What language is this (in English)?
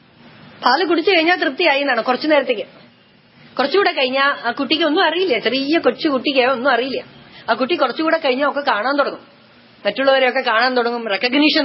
Malayalam